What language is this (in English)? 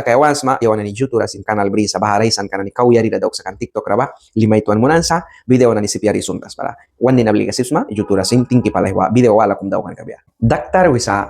Mískito